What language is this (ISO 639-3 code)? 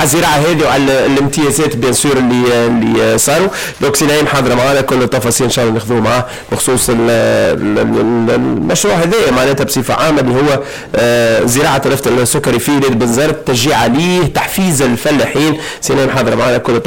aeb